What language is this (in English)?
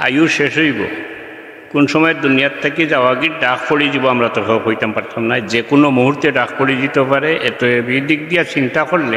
Sylheti